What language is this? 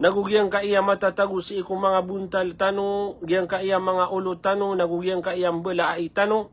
Maranao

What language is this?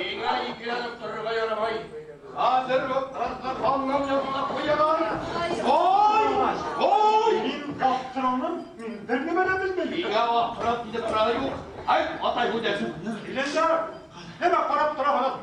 Bashkir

